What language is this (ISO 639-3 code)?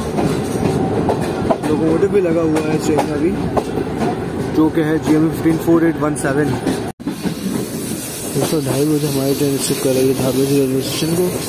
hin